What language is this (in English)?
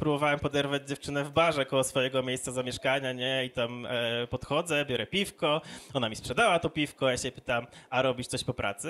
Polish